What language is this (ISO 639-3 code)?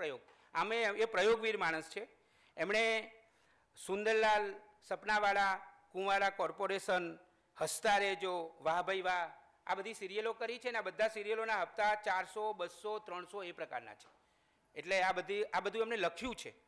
guj